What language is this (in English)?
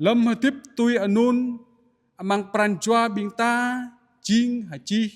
Jarai